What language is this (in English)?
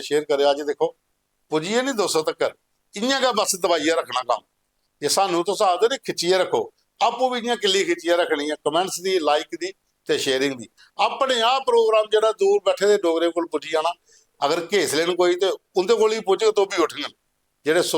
Dogri